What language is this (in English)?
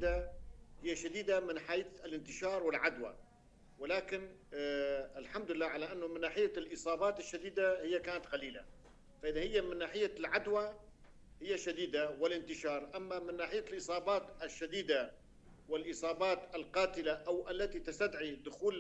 North Levantine Arabic